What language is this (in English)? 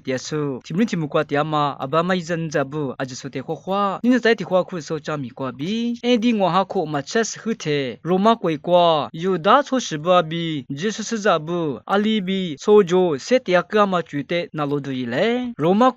Lisu